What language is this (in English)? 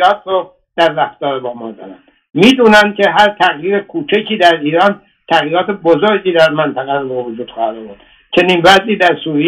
Persian